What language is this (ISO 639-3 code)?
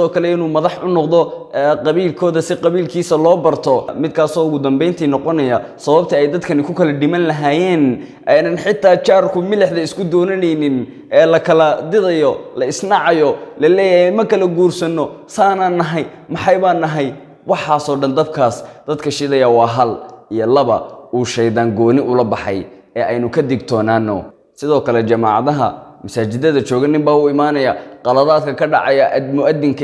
som